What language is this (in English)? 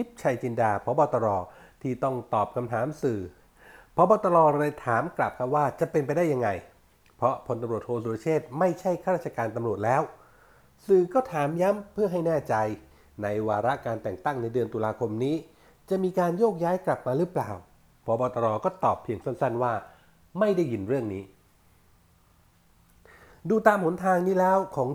Thai